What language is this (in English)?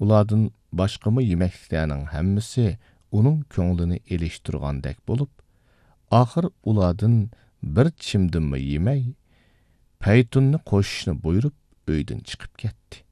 Uyghur